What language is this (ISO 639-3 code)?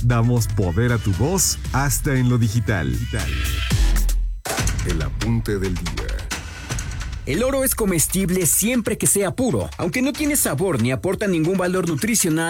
spa